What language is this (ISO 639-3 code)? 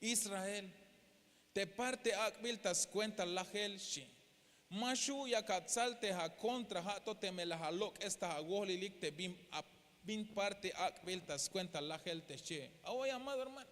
tzh